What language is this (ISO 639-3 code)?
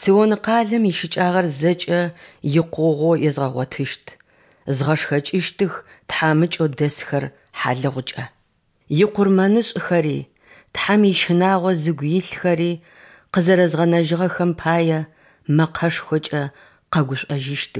kbd